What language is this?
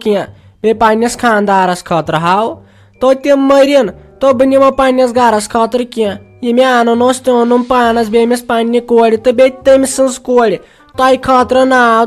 Kashmiri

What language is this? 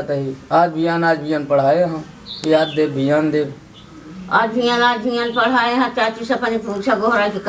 Awadhi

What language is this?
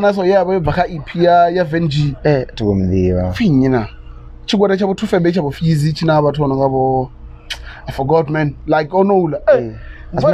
Venda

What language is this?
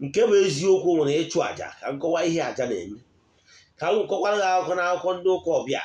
Igbo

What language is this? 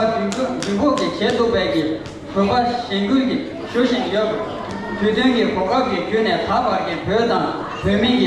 Tibetan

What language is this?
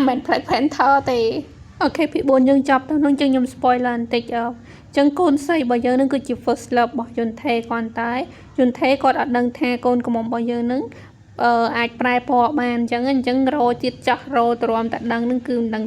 Khmer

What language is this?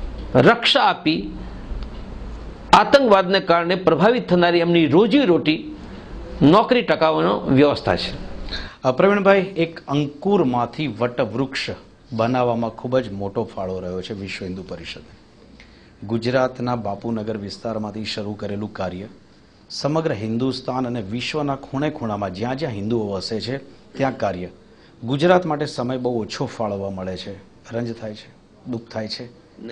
Gujarati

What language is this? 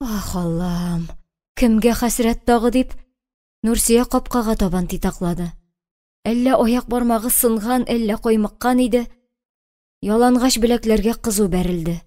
Tatar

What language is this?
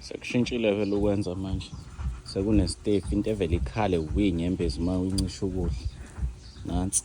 Zulu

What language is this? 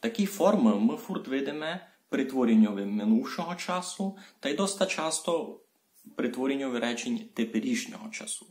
Rusyn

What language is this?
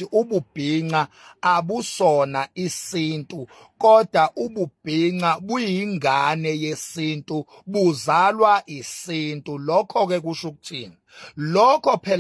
Zulu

